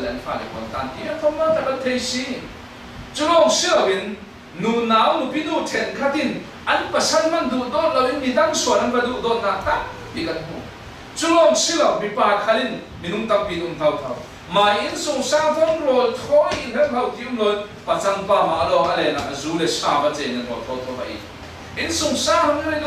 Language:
Falam Chin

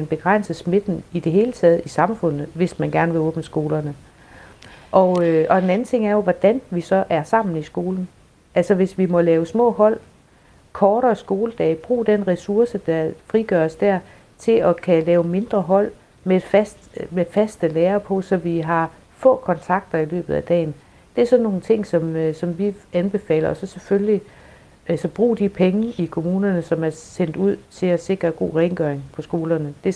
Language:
Danish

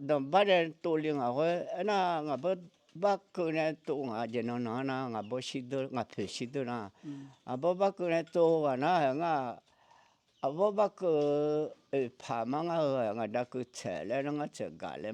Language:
Akha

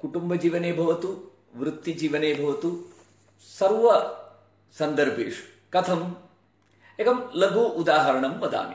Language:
Sanskrit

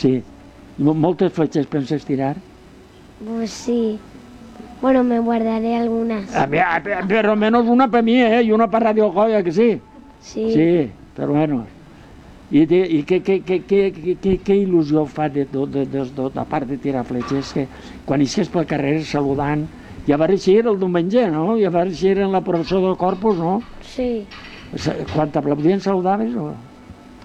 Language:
Catalan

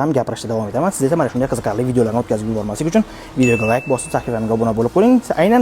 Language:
Uzbek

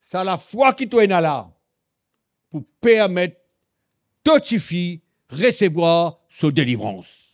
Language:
Morisyen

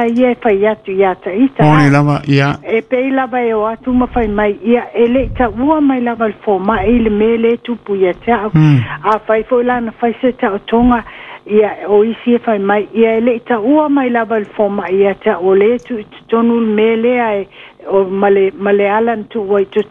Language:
Samoan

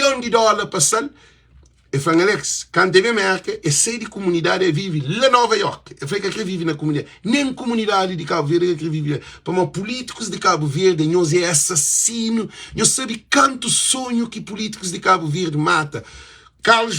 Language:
Kabuverdianu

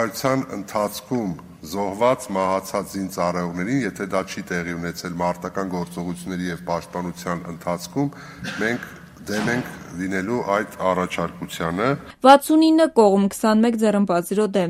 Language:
Armenian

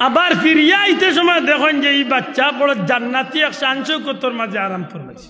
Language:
Sylheti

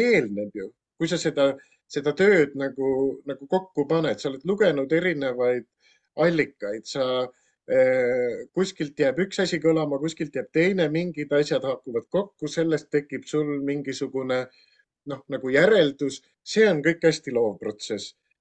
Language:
Estonian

